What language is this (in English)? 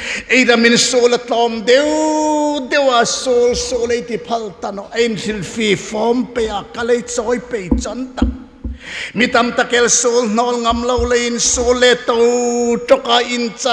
Hmar